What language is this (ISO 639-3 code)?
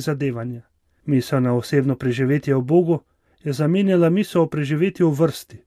slv